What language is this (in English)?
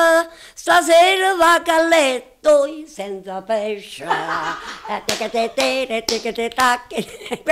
Italian